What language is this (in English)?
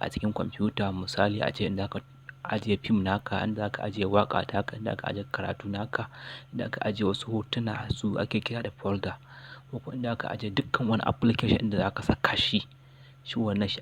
Hausa